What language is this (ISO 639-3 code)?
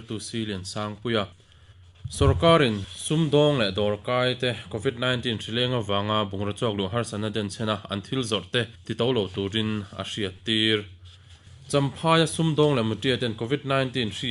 lus